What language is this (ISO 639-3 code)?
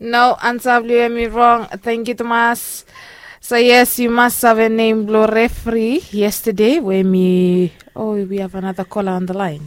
bis